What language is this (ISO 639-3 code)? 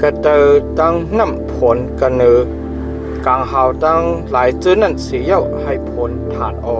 shn